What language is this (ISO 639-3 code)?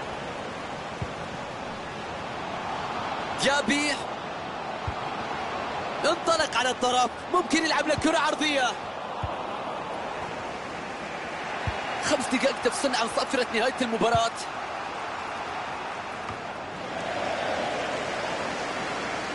ara